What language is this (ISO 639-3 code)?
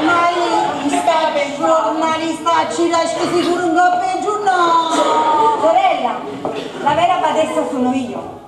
nap